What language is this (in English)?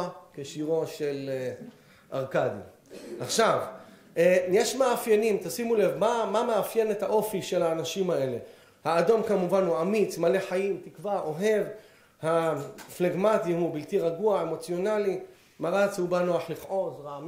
Hebrew